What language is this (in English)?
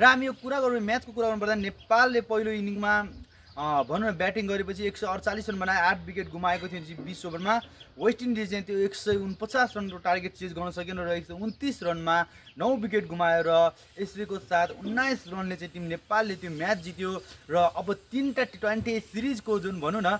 Nepali